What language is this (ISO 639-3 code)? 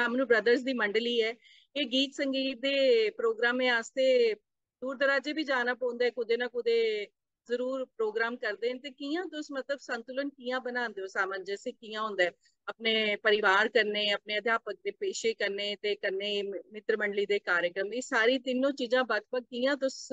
doi